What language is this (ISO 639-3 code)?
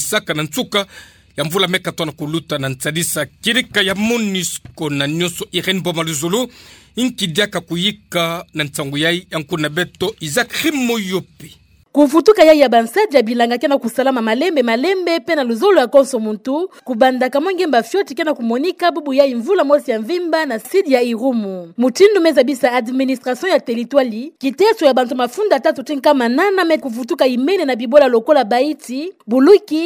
ktu